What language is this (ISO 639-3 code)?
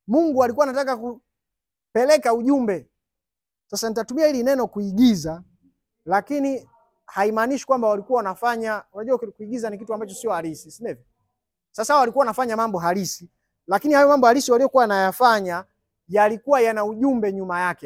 swa